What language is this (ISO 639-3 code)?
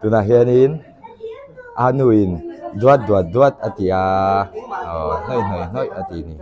lus